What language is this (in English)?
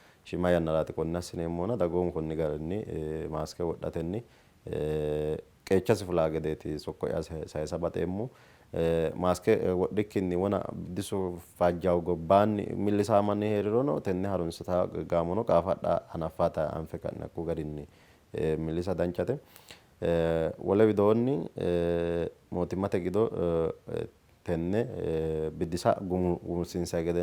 Sidamo